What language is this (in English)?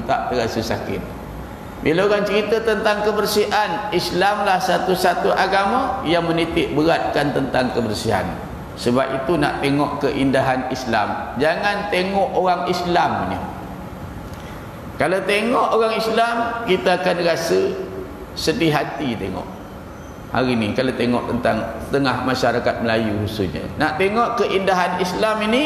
Malay